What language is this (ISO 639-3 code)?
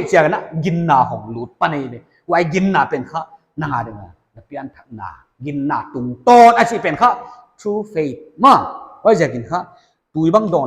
pck